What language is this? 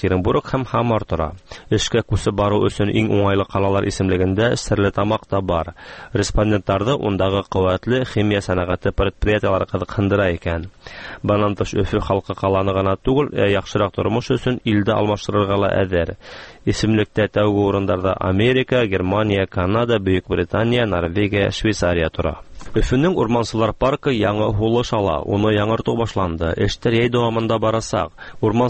Tatar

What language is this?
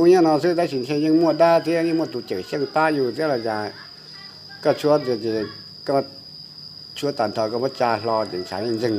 Hmong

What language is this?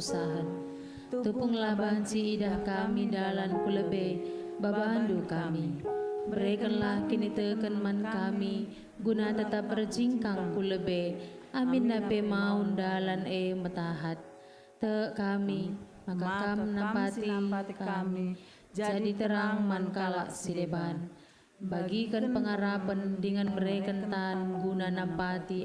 Batak Karo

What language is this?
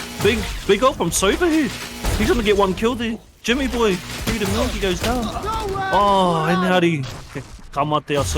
Māori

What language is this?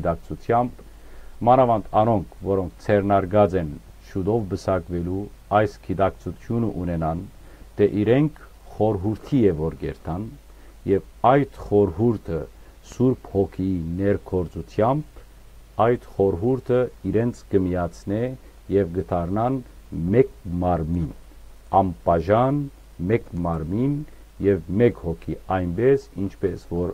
Western Armenian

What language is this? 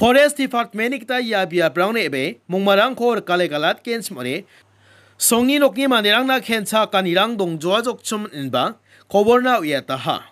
Garo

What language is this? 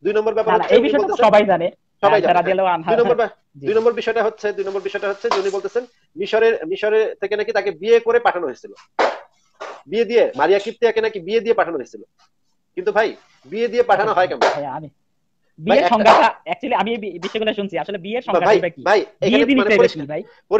Bangla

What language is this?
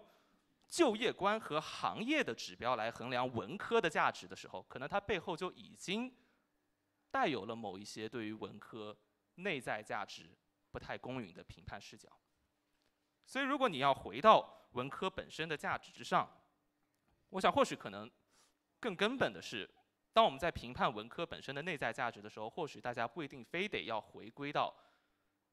Chinese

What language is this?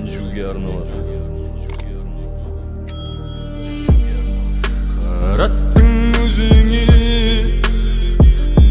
Kazakh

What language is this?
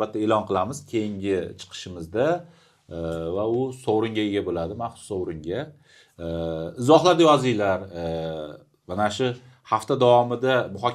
Uzbek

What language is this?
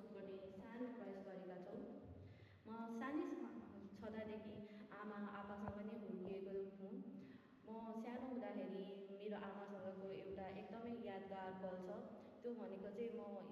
Nepali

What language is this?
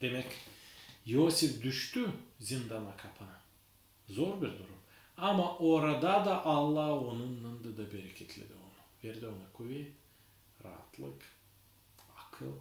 Gagauz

